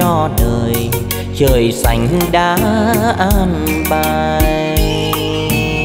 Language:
Vietnamese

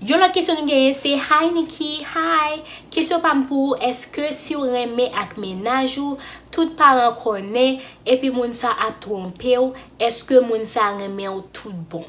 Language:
Haitian Creole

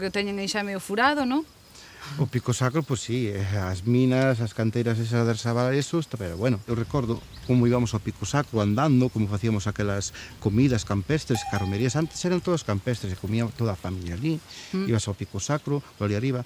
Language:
Galician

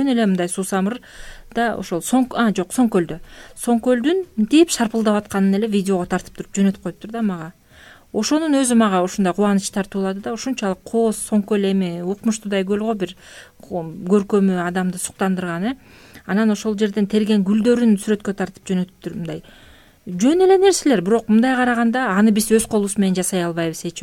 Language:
Kyrgyz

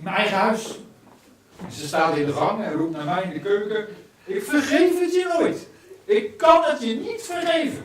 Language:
Limburgish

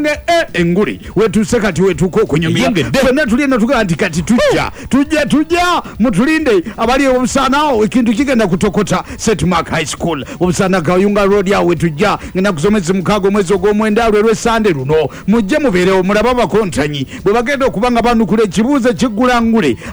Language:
Ganda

